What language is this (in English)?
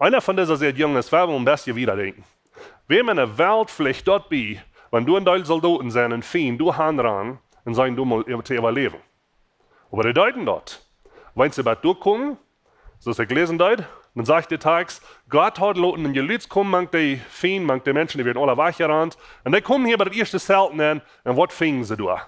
Plautdietsch